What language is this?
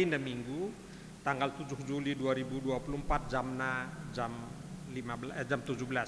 Batak Karo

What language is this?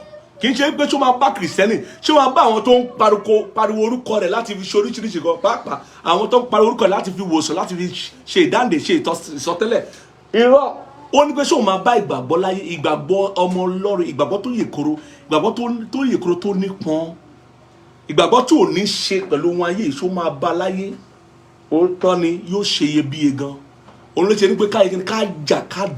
Yoruba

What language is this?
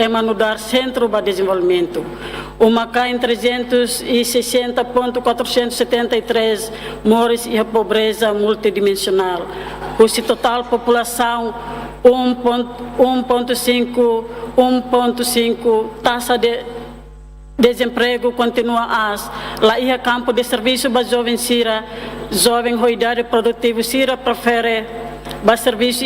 Tetum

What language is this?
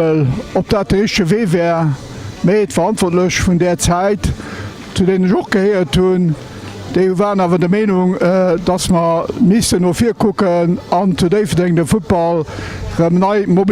Luxembourgish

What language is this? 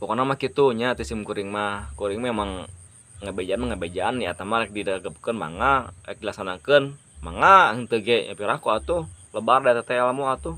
Sundanese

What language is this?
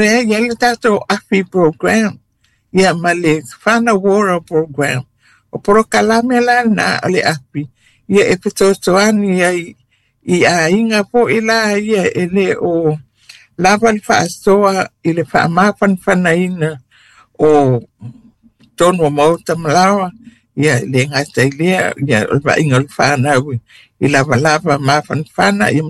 Samoan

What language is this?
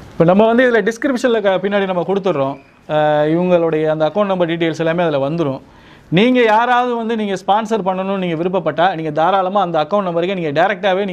Tamil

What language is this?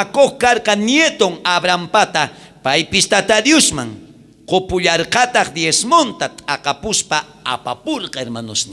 South Bolivian Quechua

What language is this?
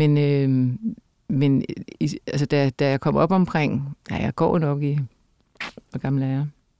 Danish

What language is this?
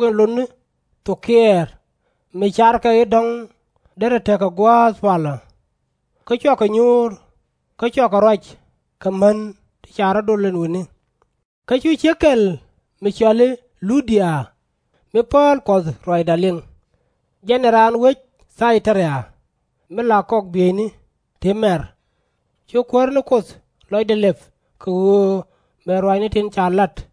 Nuer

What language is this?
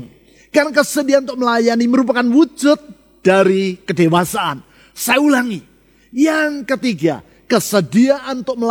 Indonesian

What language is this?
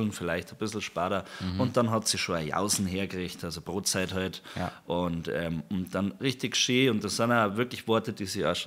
Bavarian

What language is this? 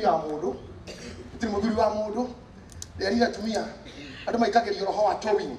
Kikuyu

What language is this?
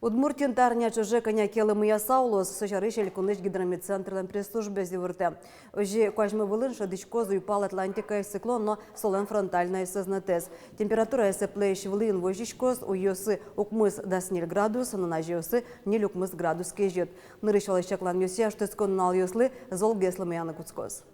Udmurt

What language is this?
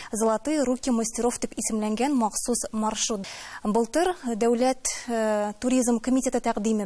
Tatar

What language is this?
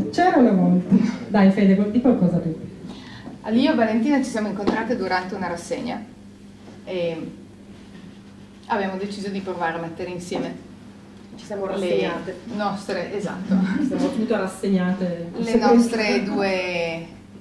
Italian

